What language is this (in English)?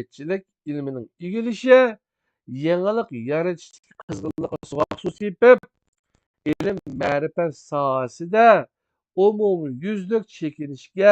Uyghur